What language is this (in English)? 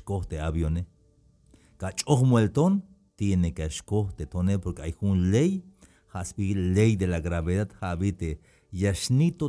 Tzeltal